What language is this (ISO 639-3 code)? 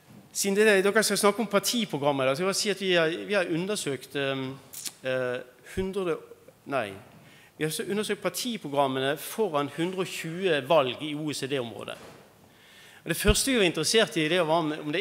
nor